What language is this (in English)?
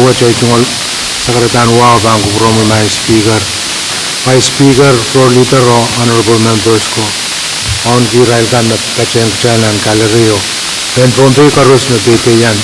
Pohnpeian